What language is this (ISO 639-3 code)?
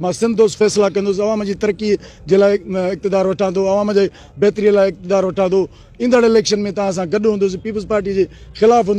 snd